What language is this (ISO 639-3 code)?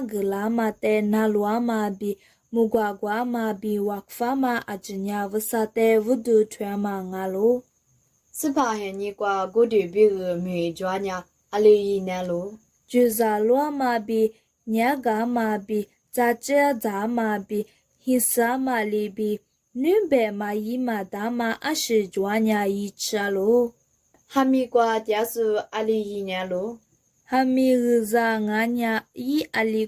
lis